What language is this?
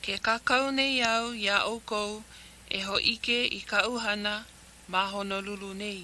Hawaiian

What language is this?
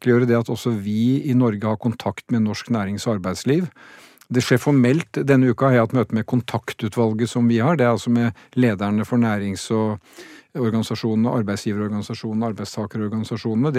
Norwegian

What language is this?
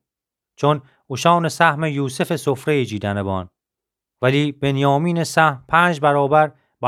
Gilaki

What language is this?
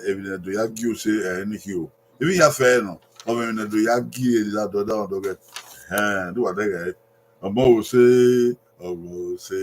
Bini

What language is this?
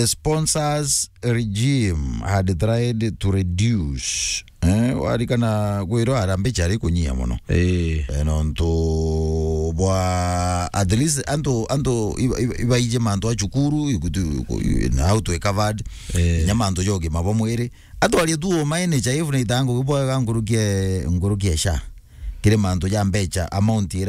Meru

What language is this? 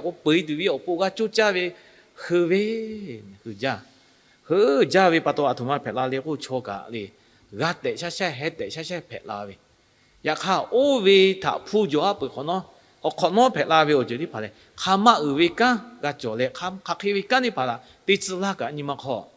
Lahu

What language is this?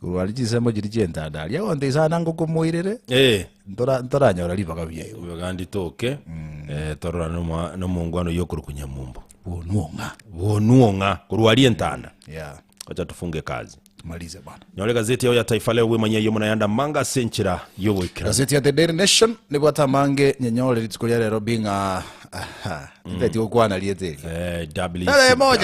Gusii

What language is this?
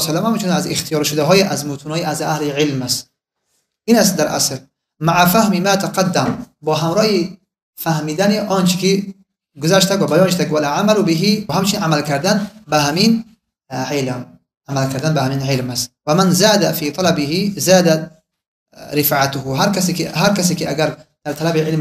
Tajik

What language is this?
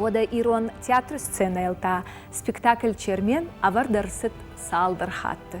Ossetic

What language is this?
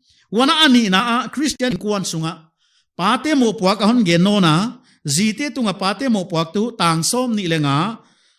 Paite Chin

